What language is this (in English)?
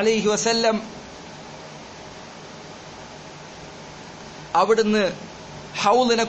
Malayalam